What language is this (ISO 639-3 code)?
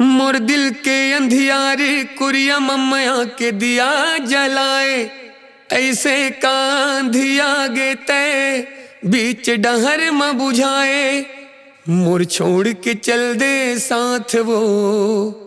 hne